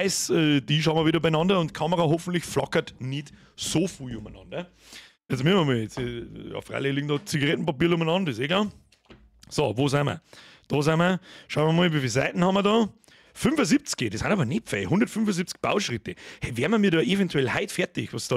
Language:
Bavarian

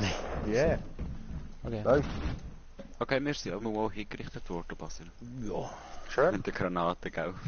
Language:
Swiss German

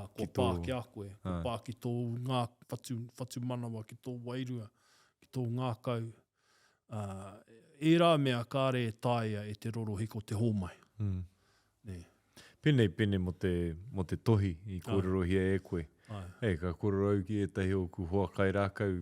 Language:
Māori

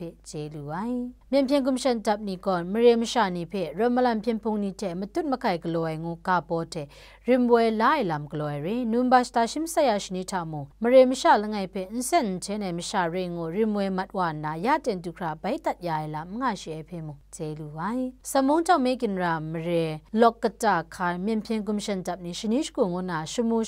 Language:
Kachin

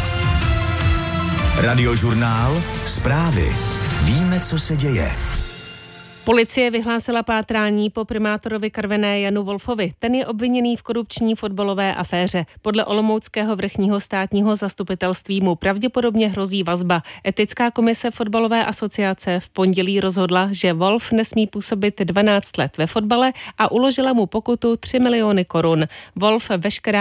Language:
Czech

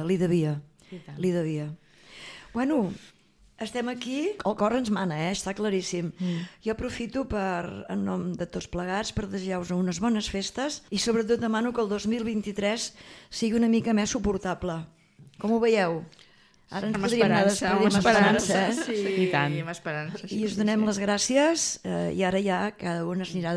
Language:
Catalan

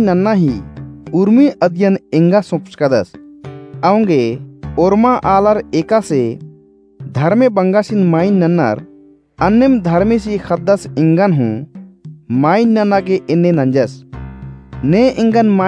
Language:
Kurukh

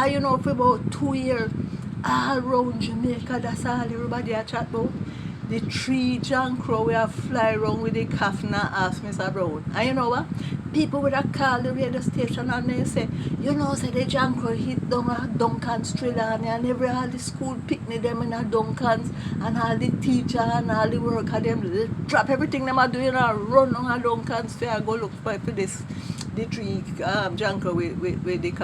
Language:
Jamaican Creole English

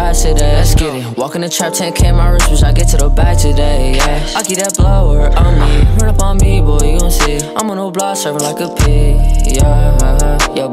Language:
English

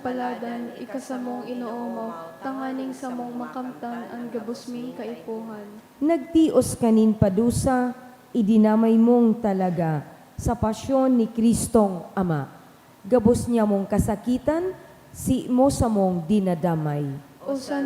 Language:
Bikol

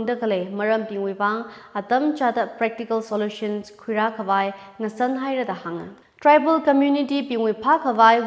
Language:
Tangkhul Naga (India)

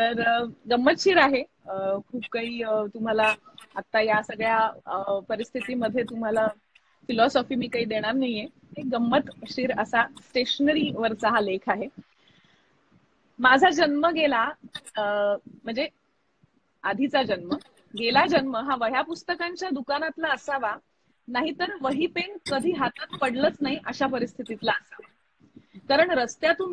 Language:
Marathi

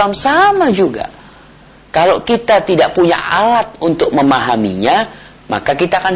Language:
Indonesian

